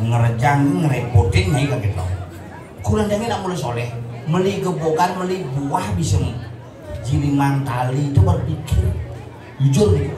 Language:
Balinese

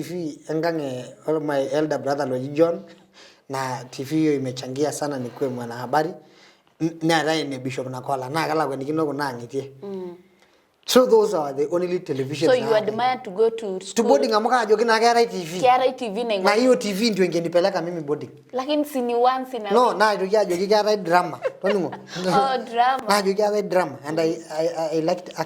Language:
Masai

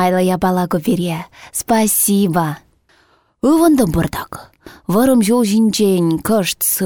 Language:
Chuvash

